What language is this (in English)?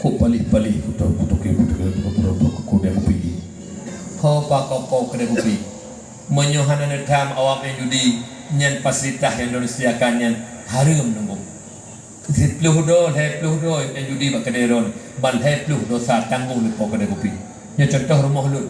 Achinese